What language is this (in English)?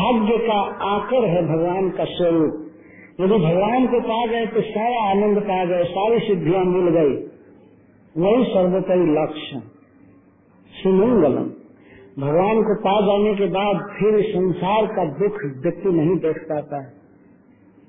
Hindi